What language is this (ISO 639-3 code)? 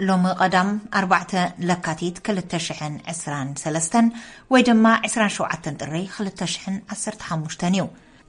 tir